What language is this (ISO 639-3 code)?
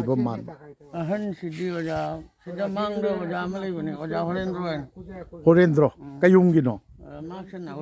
mni